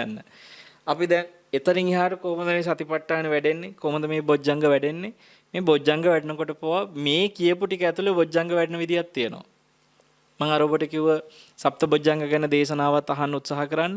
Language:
Sinhala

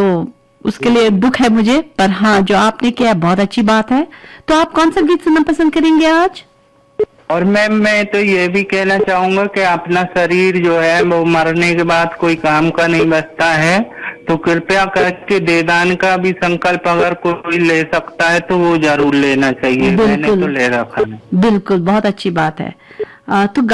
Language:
Hindi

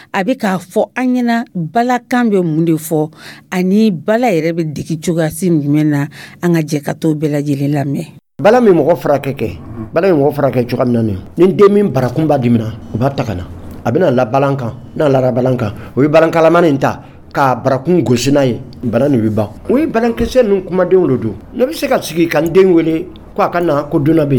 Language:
Dyula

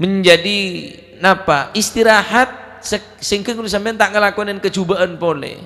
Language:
Madurese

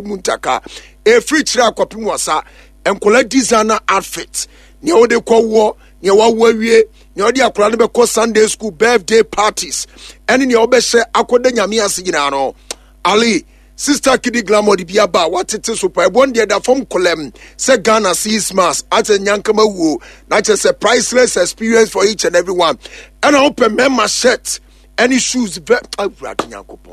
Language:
Akan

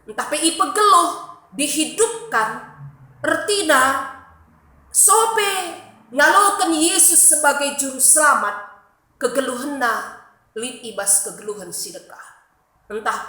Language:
Batak Karo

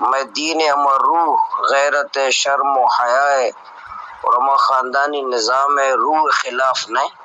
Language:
Baluchi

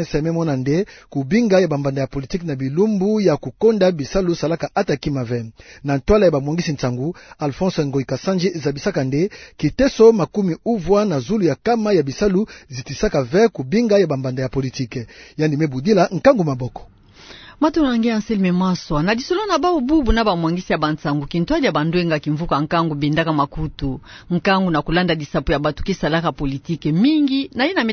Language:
Kituba (Democratic Republic of Congo)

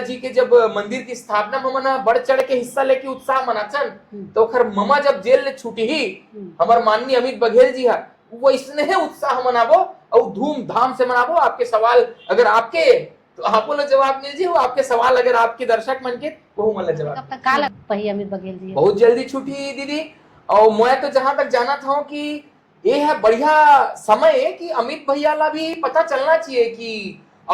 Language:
Chhattisgarhi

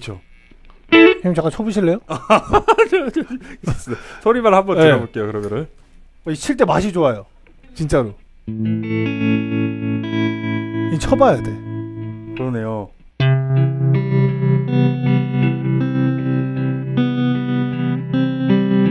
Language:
Korean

